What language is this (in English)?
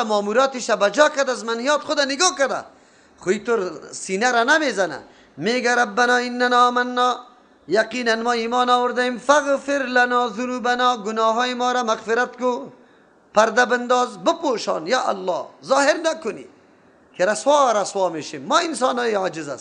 Persian